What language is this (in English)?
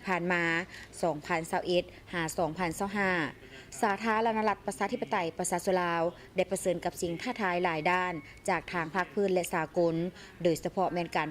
Lao